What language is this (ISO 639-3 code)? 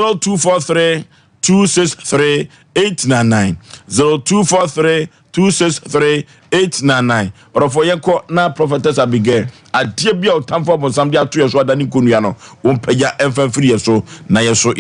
aka